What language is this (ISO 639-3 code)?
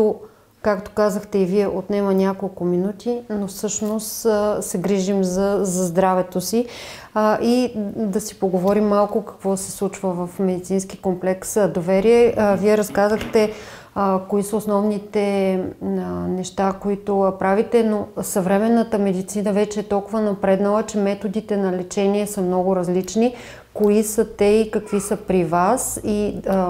bul